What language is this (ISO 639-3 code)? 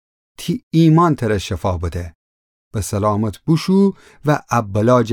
glk